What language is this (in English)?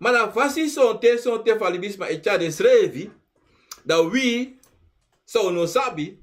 Sranan Tongo